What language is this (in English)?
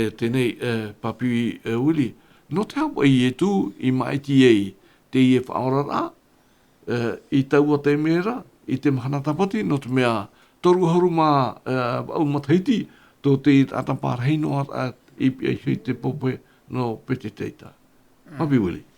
Tahitian